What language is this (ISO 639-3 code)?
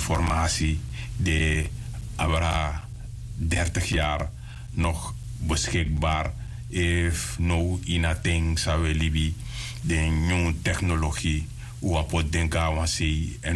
srn